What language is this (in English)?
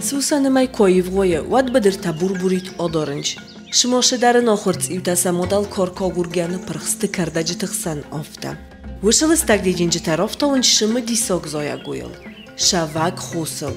Ossetic